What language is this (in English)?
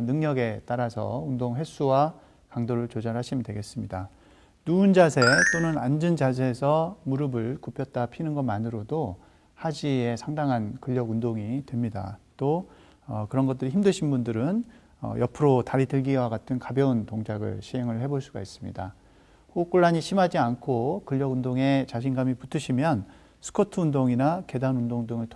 Korean